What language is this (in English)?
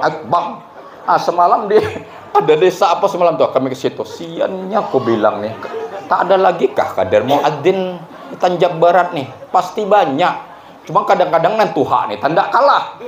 Banjar